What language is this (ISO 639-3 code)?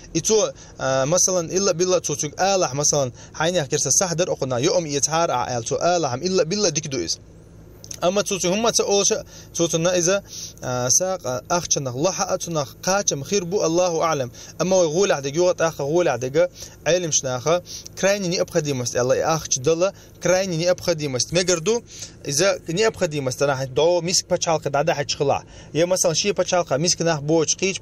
che